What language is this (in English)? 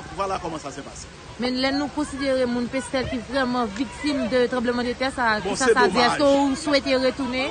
Haitian Creole